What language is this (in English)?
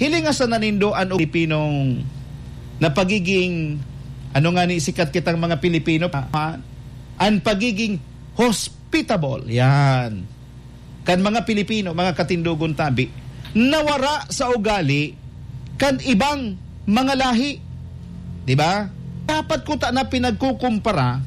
Bikol